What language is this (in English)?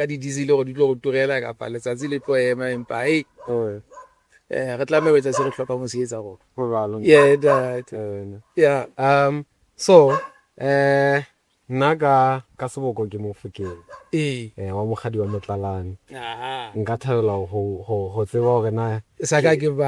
Southern Sotho